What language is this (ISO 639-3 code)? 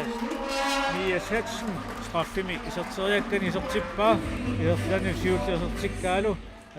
kal